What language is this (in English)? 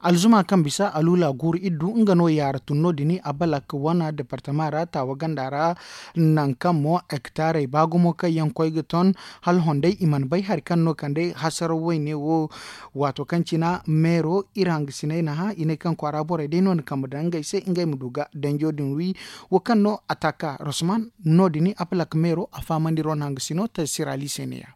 Zarma